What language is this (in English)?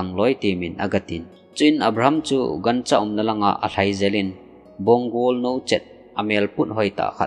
Thado Chin